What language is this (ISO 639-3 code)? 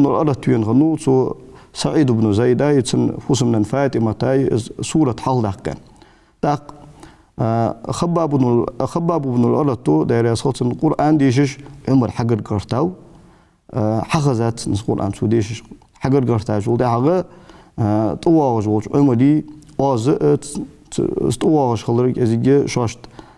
inh